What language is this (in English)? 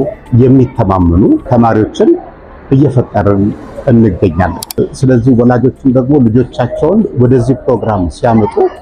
Amharic